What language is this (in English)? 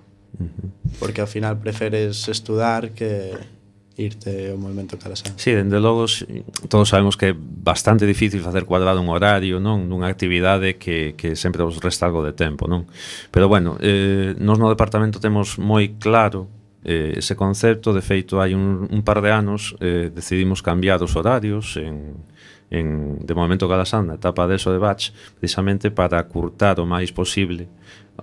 Galician